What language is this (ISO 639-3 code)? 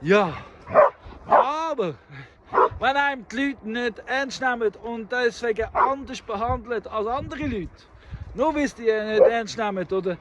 gsw